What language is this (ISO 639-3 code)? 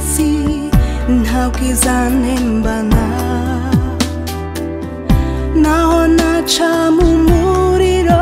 kin